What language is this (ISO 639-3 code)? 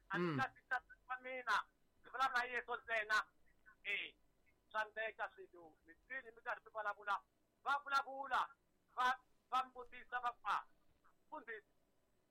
tso